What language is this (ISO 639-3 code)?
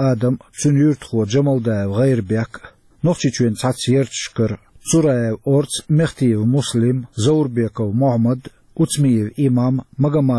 che